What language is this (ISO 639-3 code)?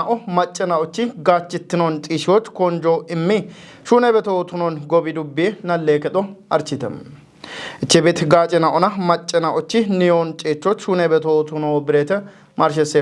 kbr